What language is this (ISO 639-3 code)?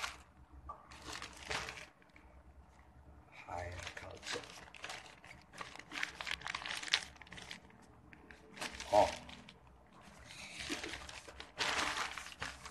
msa